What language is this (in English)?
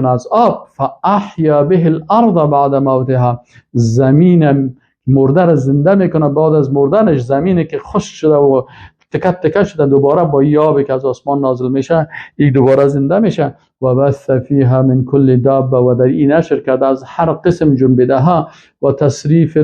Persian